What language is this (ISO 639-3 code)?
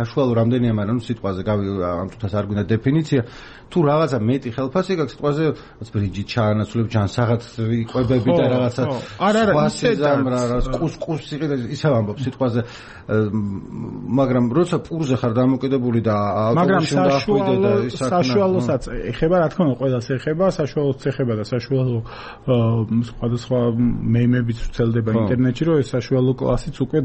kat